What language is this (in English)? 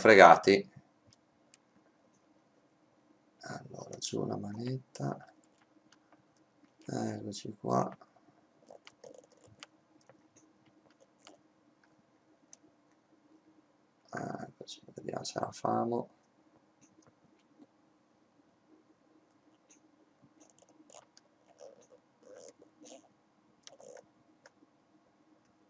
Italian